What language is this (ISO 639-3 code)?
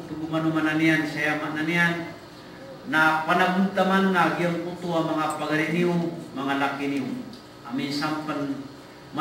mrw